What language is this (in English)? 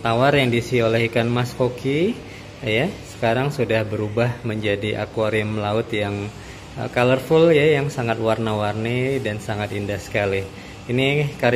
Indonesian